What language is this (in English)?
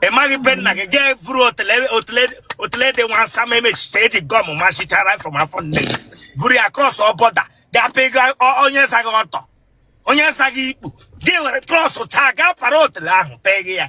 Igbo